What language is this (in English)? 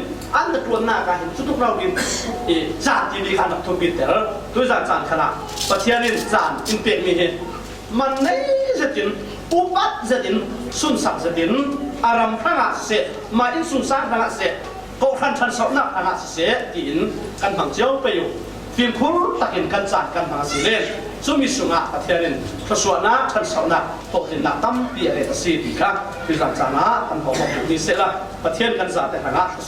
Falam Chin